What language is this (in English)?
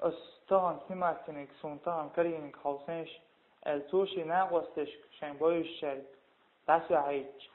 Chechen